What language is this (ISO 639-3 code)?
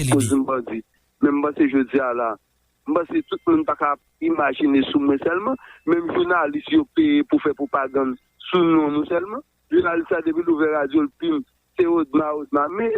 hat